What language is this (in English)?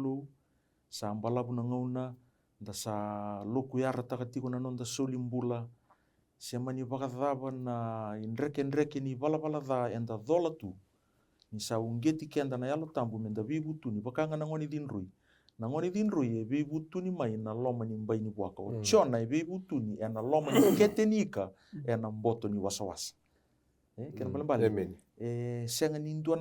Fijian